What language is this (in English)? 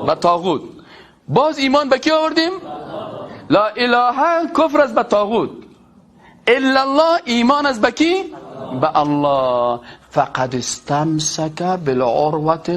Persian